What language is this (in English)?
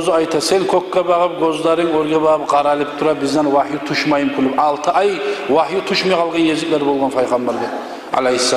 Kumyk